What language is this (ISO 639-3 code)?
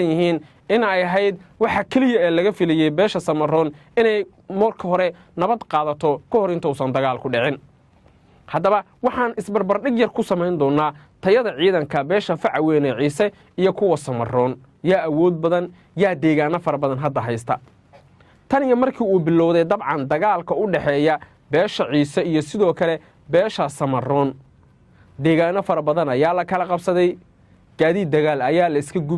som